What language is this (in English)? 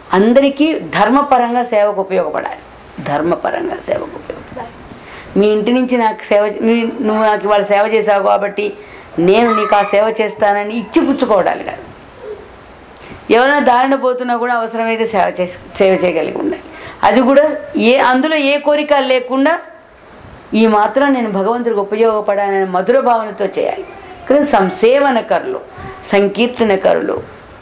Telugu